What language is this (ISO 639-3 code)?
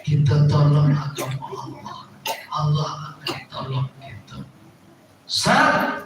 min